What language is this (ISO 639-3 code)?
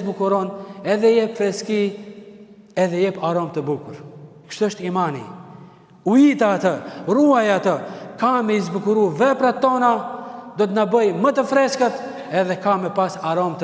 sqi